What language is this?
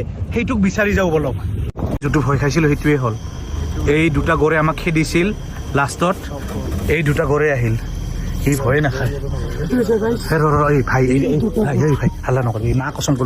Assamese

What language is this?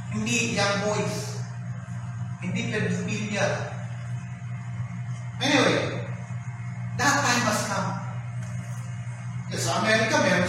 Filipino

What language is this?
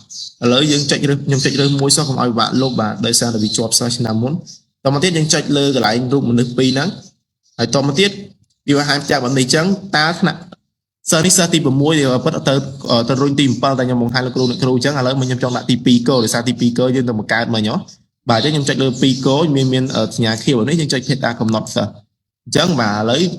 Khmer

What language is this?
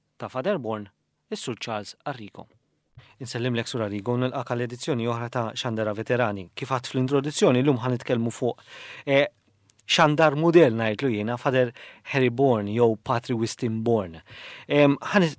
Maltese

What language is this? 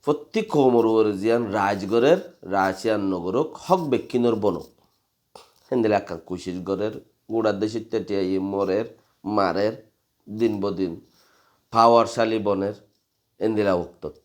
Rohingya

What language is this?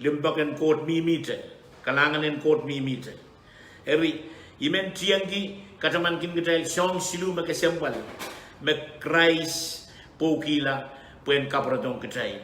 Pohnpeian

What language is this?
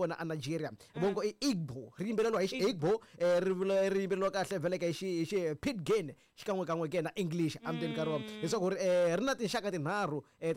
Tsonga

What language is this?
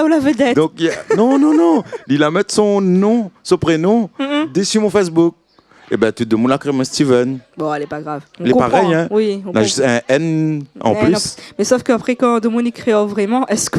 Réunion Creole French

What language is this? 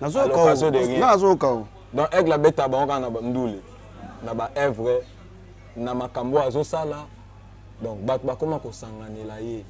Lingala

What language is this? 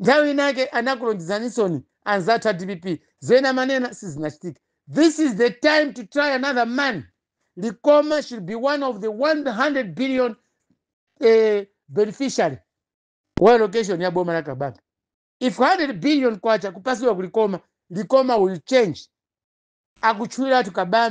Nyanja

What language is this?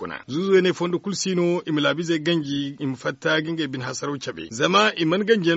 Zarma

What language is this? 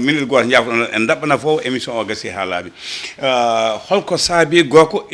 Fula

